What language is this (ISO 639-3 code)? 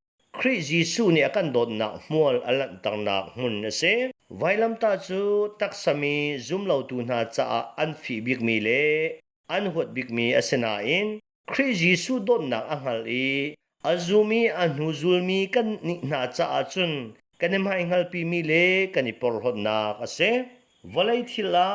cnh